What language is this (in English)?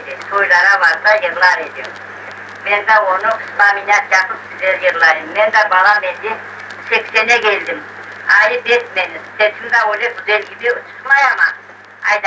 Crimean Tatar